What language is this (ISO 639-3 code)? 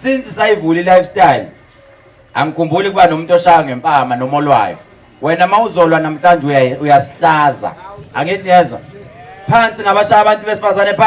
zul